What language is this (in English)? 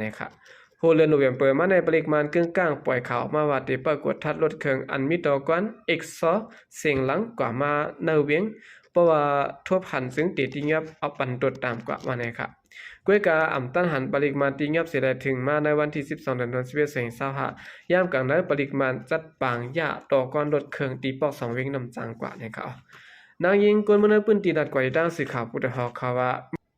Shan